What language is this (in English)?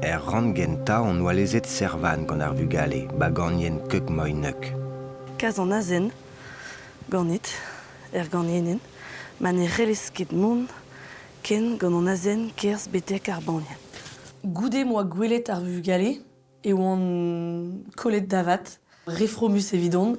Breton